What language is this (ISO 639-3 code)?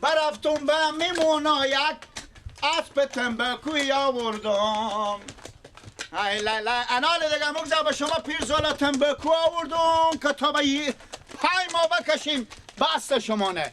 fas